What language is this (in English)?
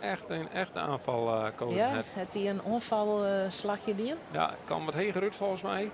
Western Frisian